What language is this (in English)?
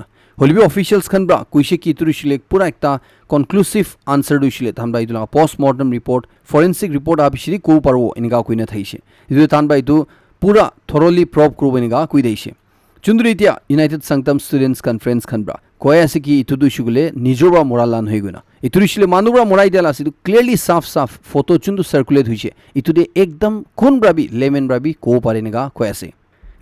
Naga Pidgin